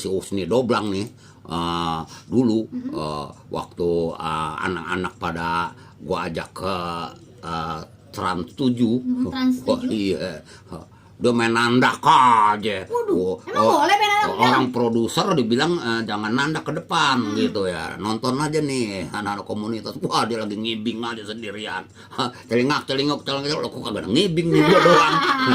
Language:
Betawi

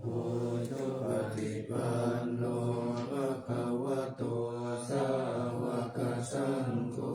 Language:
Pali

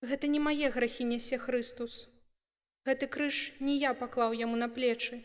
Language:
Belarusian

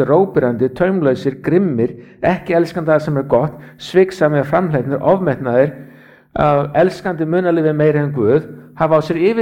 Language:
Icelandic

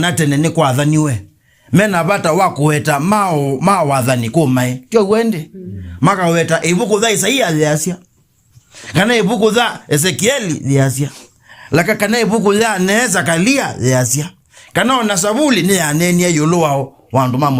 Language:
Kamba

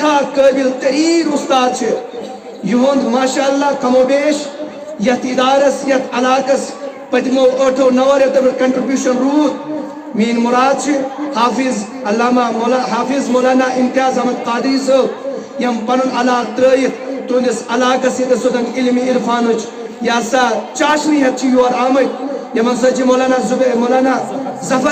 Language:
Kashmiri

